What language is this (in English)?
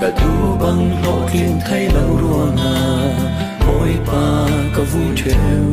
Falam Chin